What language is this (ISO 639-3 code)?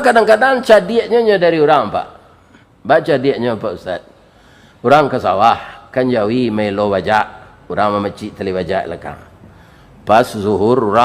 min